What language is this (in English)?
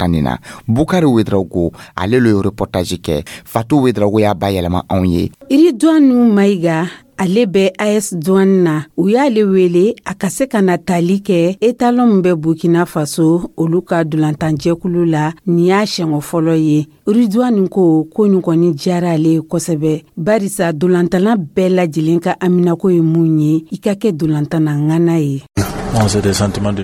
Dyula